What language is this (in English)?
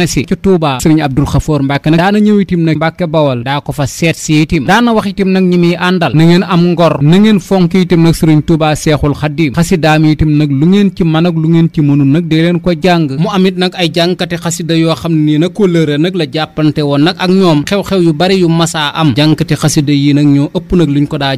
Wolof